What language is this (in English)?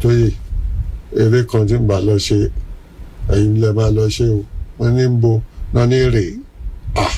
Yoruba